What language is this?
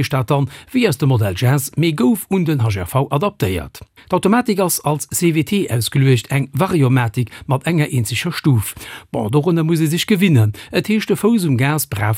Luxembourgish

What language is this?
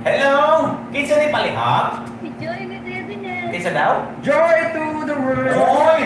Cebuano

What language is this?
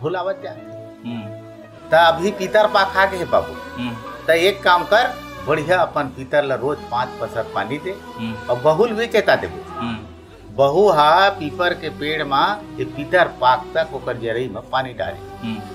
Chhattisgarhi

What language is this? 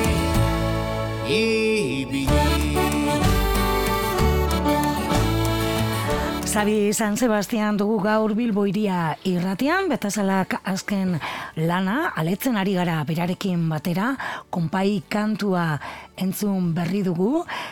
Basque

